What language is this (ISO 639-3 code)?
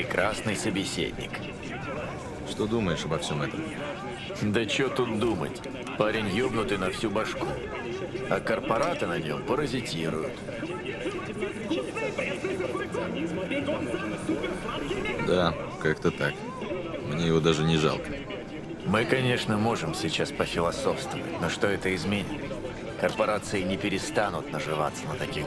rus